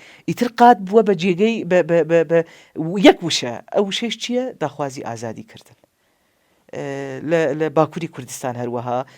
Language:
Central Kurdish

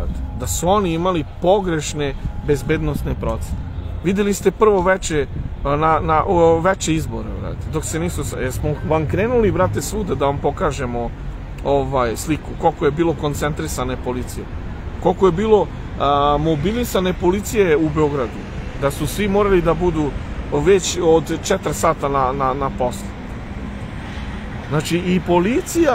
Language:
Serbian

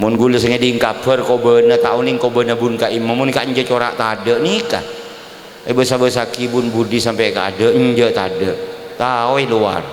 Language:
Madurese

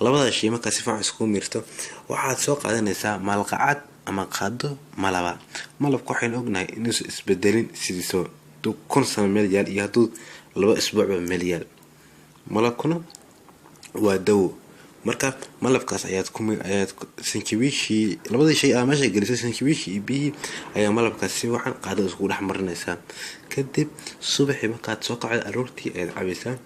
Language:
Somali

